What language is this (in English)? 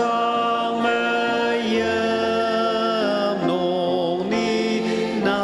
Ao Naga